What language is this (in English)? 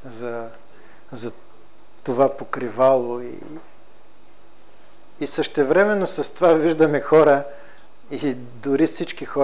Bulgarian